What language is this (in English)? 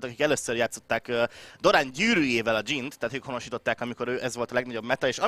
Hungarian